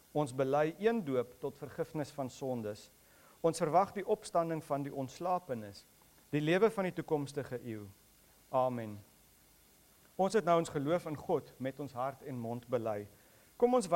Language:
Afrikaans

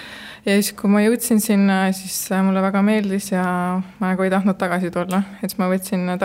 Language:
Estonian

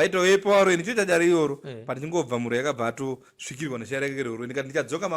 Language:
Shona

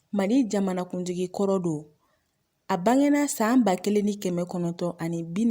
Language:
Bambara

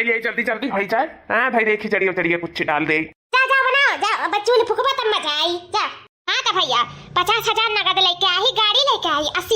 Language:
Awadhi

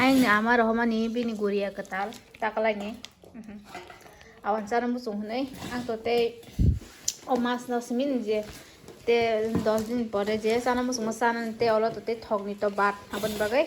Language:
Kok Borok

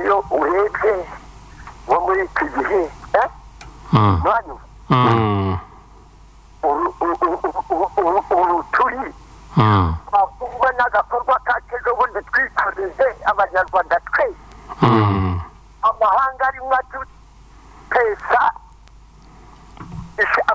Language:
Kinyarwanda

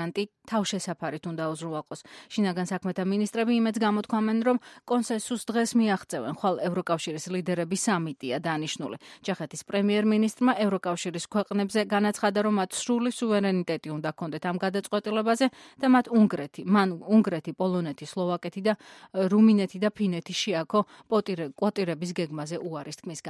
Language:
Georgian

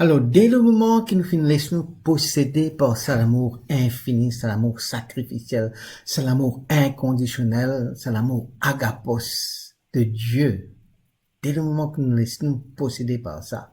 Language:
Morisyen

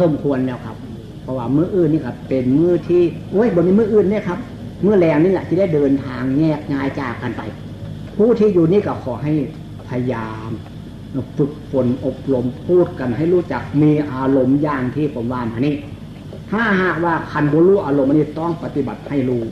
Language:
Northeastern Thai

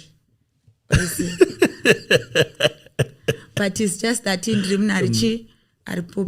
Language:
Shona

